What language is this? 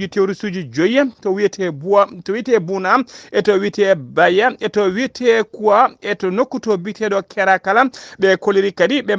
Fula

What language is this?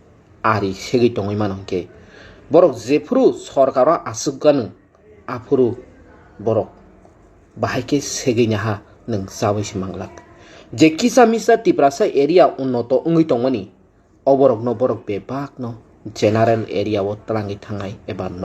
Kok Borok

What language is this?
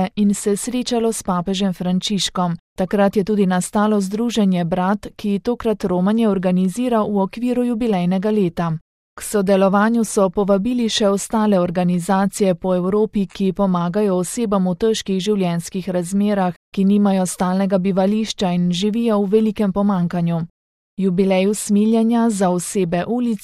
Slovenian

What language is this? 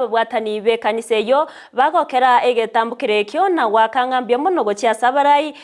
Gusii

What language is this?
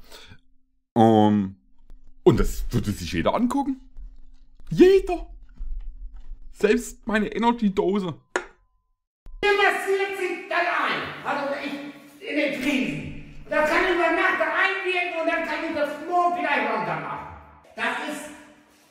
German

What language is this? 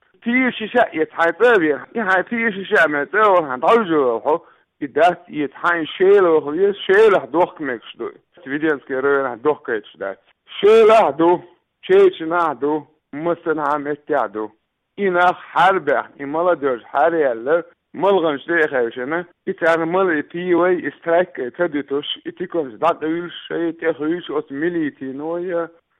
Chechen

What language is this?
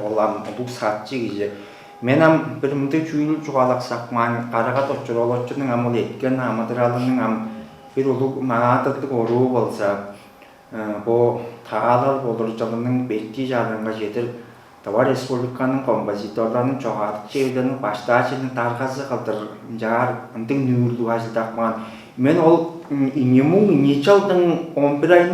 Tuvinian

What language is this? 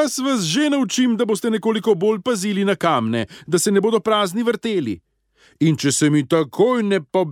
Slovenian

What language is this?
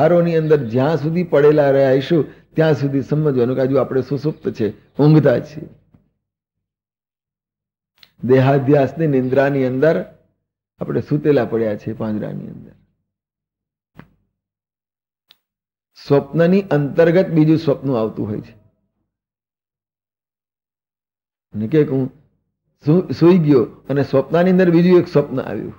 Gujarati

